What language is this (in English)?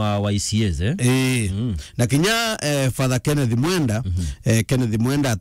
Meru